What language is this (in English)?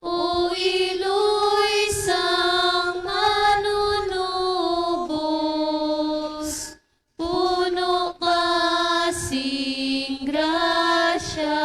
Hiligaynon